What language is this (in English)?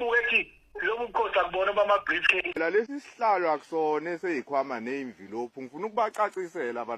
Zulu